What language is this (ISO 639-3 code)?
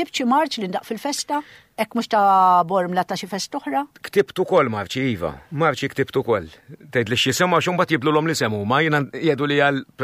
mlt